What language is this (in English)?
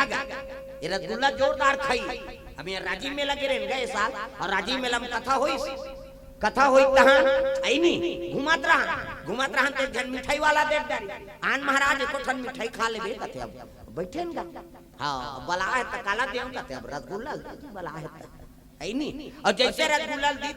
Chhattisgarhi